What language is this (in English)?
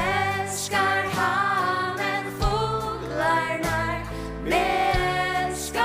Faroese